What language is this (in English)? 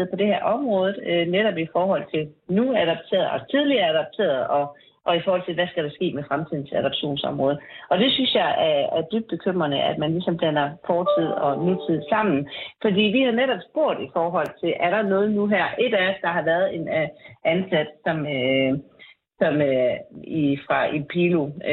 Danish